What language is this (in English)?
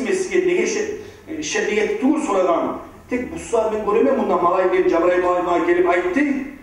Kumyk